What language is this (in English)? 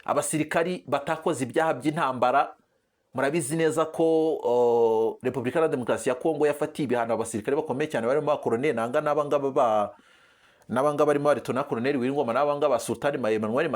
Kinyarwanda